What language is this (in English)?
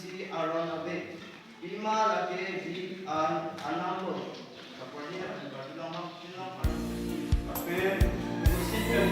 Karbi